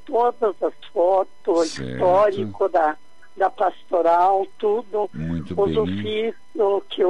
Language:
Portuguese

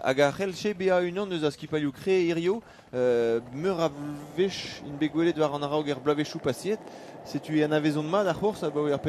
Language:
Breton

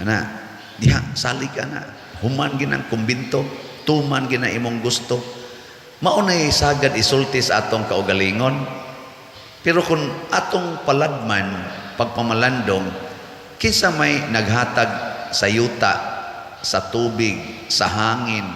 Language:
Cebuano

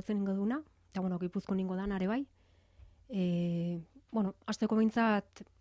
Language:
Basque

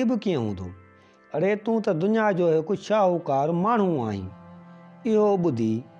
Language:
Sindhi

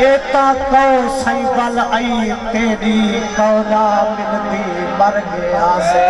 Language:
Saraiki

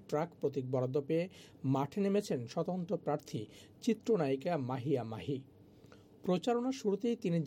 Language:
Bangla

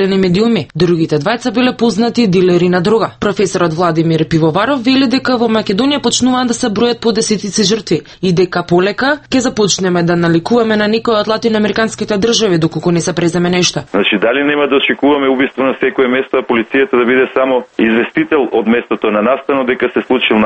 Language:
Macedonian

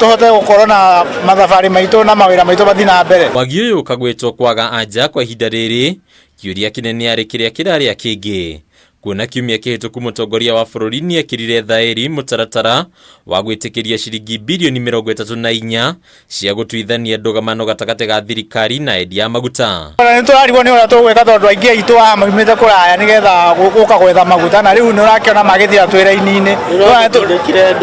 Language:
Kikuyu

